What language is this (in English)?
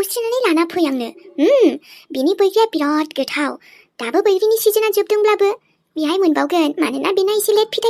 Bodo